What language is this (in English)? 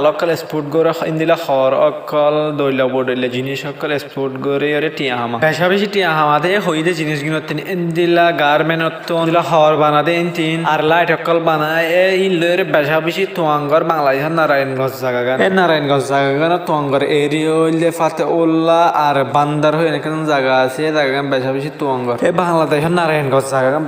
Rohingya